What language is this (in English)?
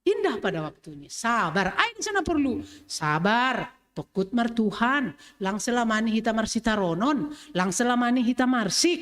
Batak Simalungun